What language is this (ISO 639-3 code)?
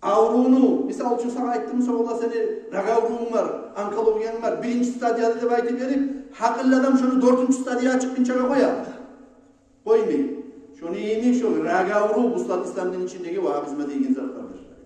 kum